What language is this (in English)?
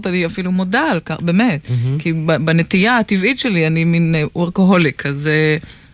Hebrew